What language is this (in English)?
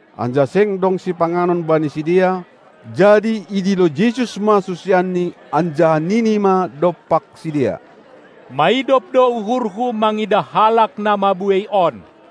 Batak Simalungun